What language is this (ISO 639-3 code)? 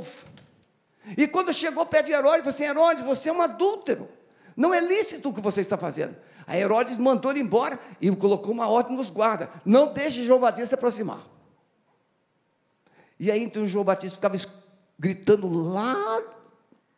por